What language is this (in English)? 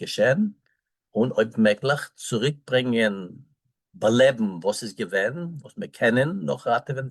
Yiddish